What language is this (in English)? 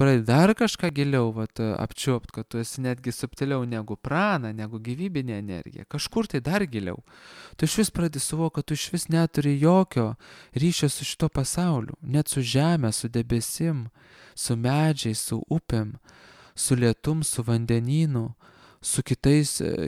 Lithuanian